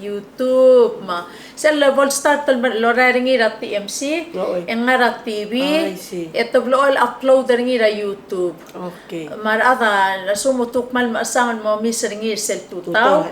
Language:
Palauan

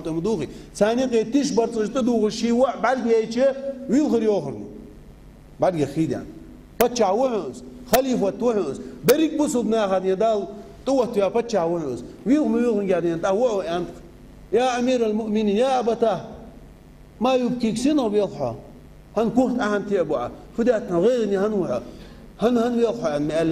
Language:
Ingush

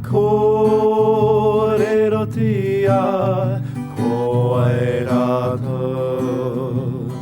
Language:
Māori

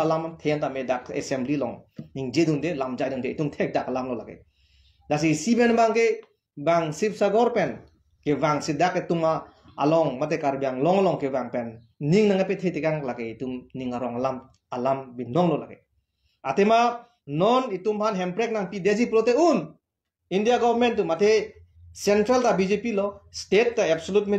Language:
Karbi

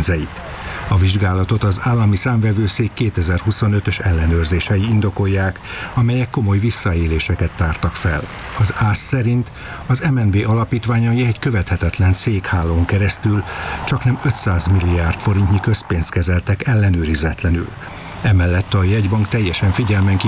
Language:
Hungarian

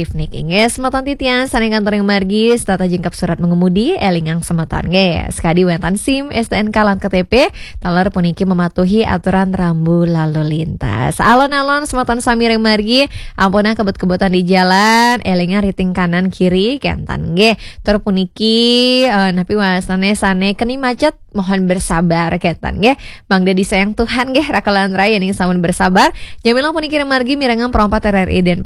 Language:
Balinese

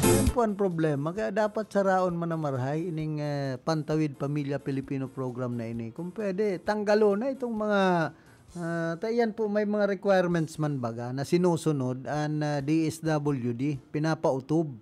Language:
Bikol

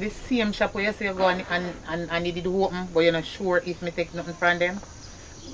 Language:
Jamaican Creole English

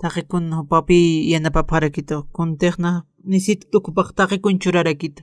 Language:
Aymara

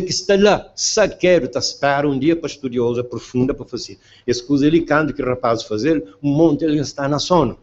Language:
Kabuverdianu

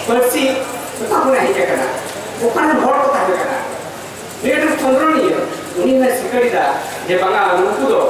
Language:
Santali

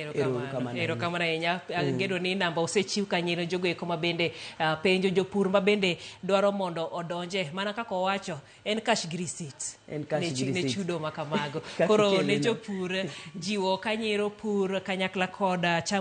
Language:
Luo (Kenya and Tanzania)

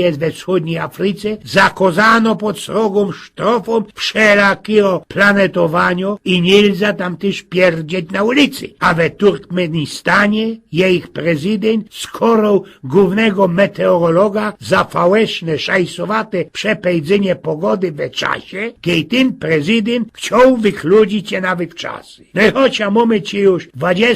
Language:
Silesian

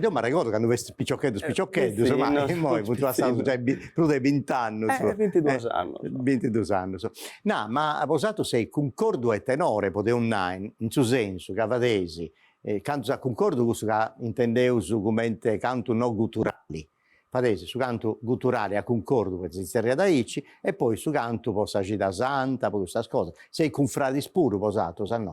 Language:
Sardinian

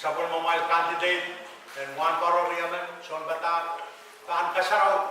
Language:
Pohnpeian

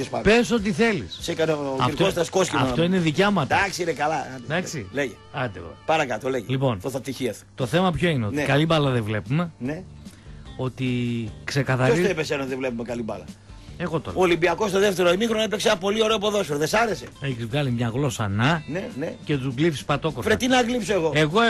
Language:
Greek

